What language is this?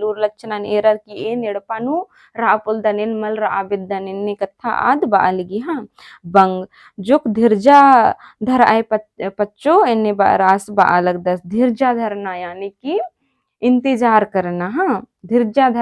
Kurukh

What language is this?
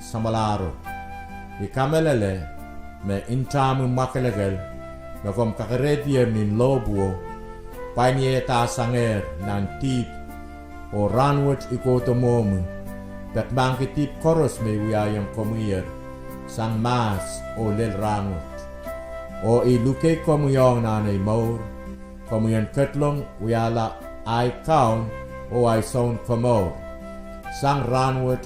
Pohnpeian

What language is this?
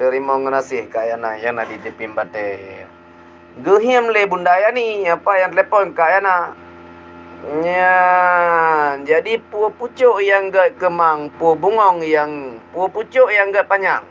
Achinese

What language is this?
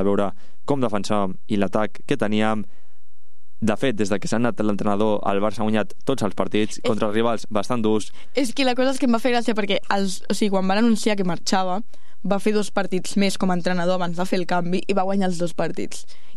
Catalan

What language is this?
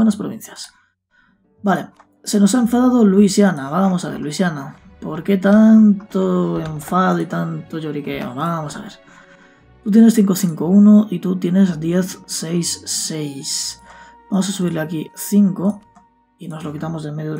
Spanish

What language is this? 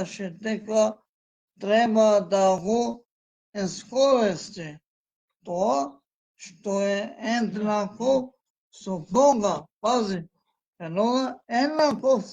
Balkan Romani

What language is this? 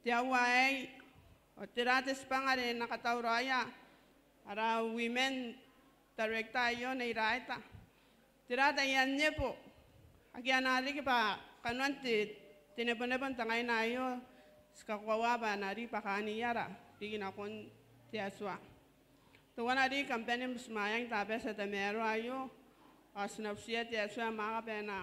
Gilbertese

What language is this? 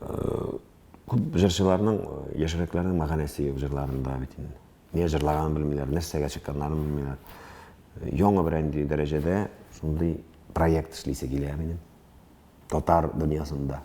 Tatar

